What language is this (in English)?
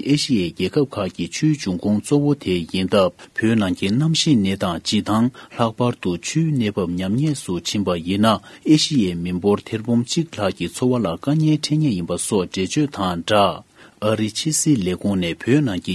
Tibetan